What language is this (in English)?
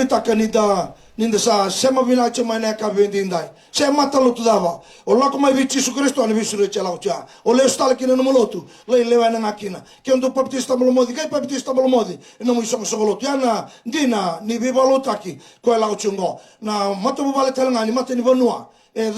Fijian